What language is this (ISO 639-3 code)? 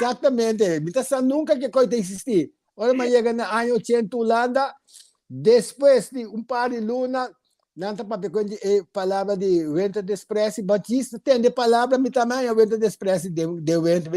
pap